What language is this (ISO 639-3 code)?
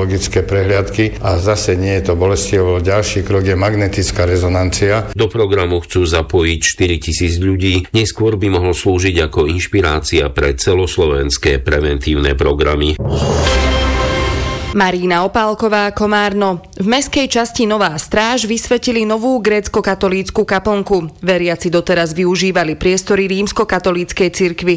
slk